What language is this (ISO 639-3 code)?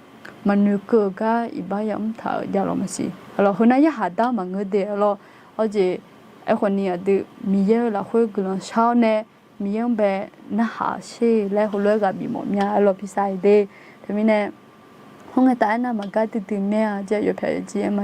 ahk